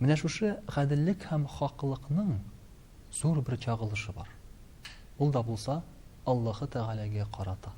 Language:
Tatar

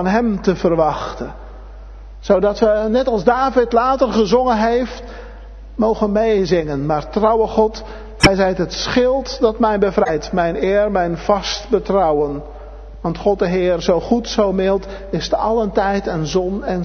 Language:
Dutch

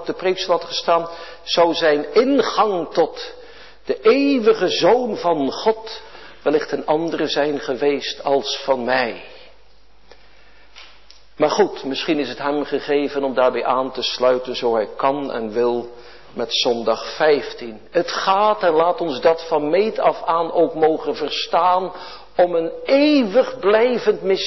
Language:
Dutch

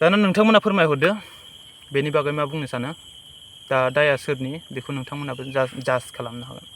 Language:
Bodo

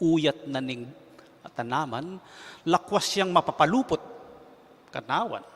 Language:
Pampanga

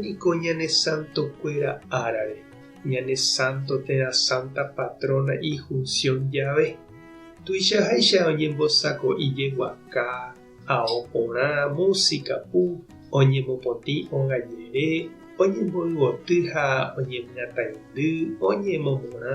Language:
Guarani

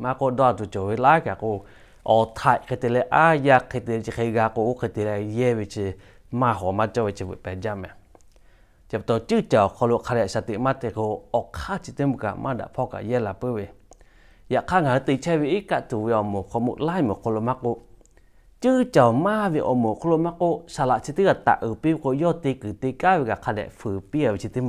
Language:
Lahu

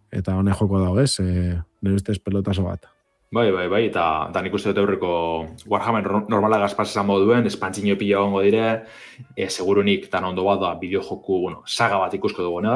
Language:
Basque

